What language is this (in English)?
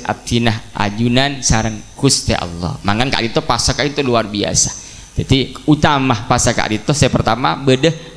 Madurese